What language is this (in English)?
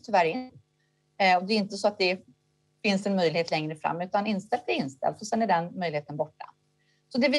Swedish